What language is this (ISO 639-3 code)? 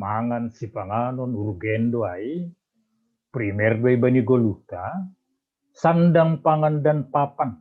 bts